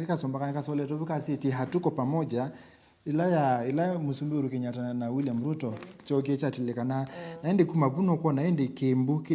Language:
Kamba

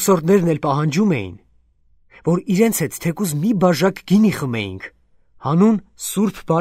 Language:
Armenian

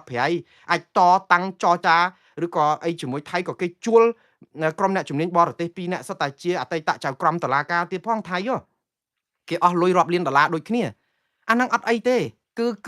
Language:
Khmer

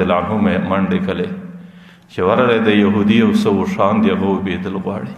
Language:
Pashto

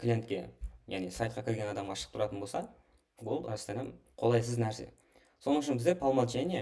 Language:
Kara-Kalpak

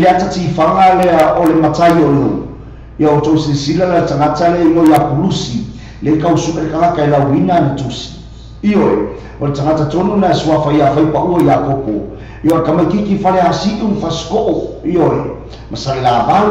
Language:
Samoan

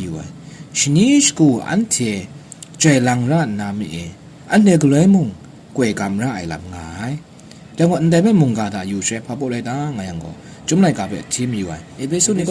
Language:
Kachin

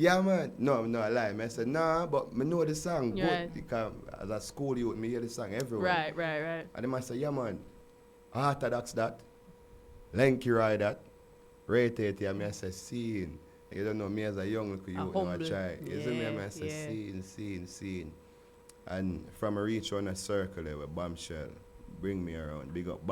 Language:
Jamaican Creole English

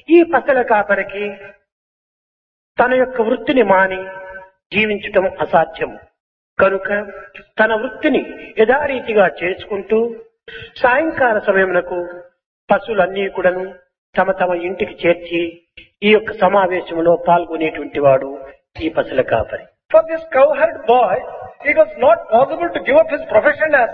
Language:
Telugu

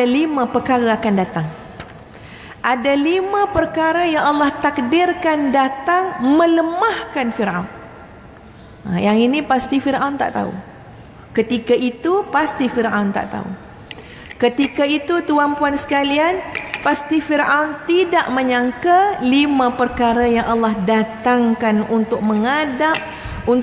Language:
Malay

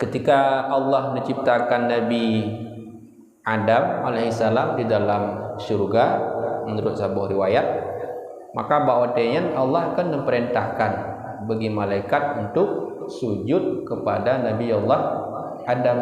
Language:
Achinese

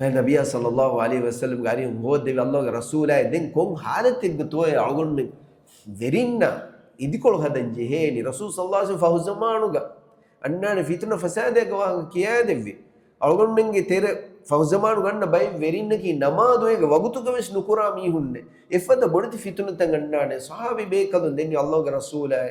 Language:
Divehi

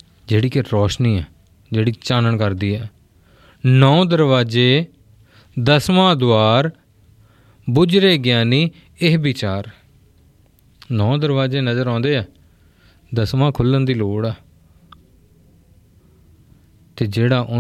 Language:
Punjabi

